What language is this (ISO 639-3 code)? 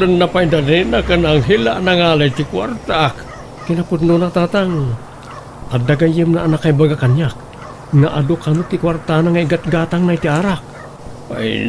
ilo